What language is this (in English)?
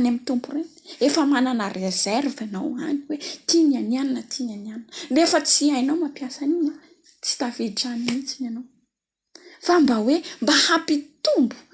Malagasy